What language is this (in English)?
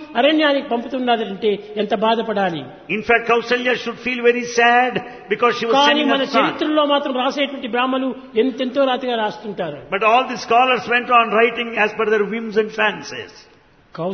Telugu